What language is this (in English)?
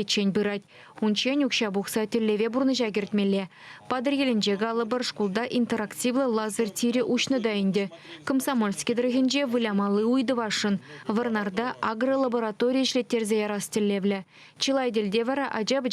Chuvash